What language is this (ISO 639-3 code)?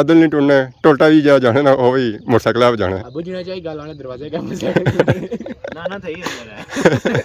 phr